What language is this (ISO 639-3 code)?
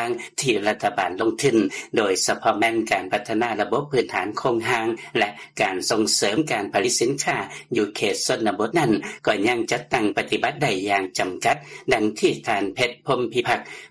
lao